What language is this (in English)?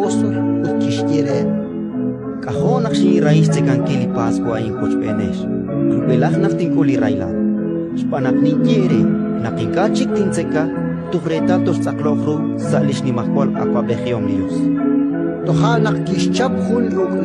Kekchí